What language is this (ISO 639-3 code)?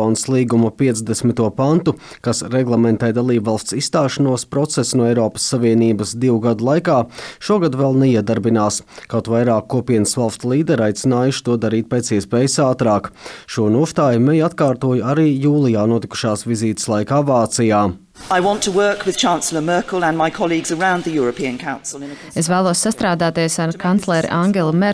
lav